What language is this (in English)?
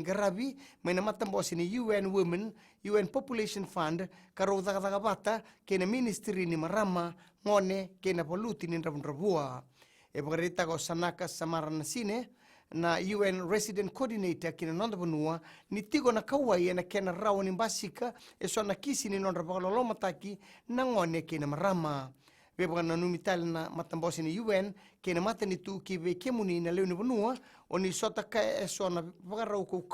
Fijian